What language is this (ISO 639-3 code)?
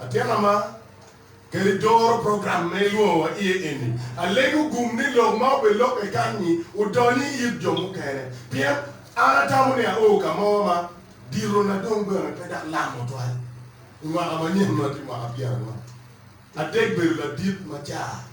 ach